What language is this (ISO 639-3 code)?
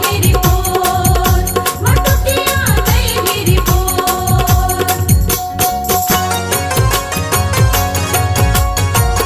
hin